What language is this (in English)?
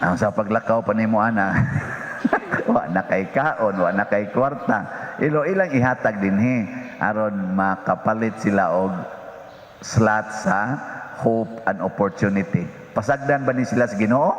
Cebuano